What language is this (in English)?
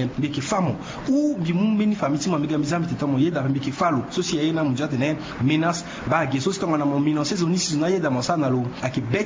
Sango